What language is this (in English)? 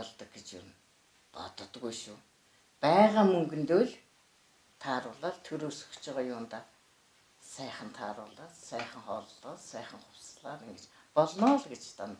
Mongolian